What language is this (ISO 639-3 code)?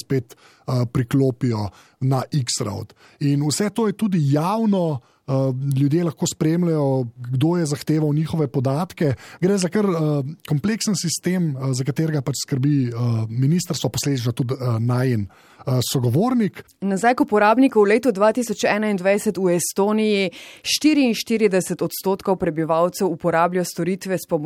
slv